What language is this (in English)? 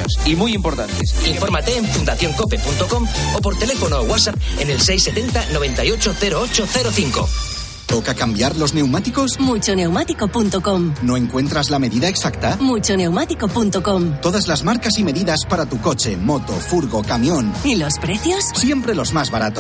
Spanish